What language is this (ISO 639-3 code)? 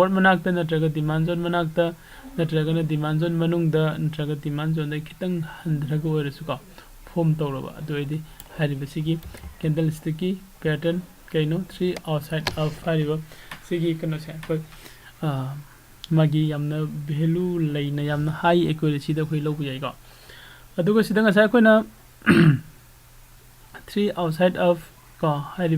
mni